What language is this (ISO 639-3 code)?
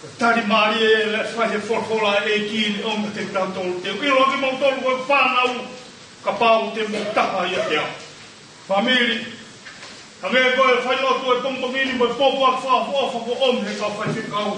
ton